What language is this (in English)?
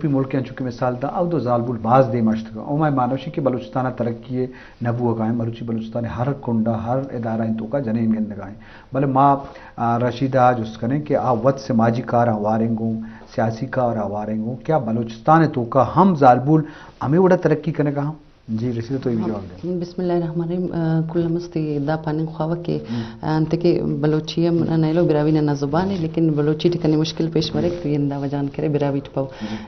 Eastern Balochi